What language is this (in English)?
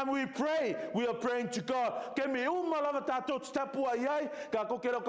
Samoan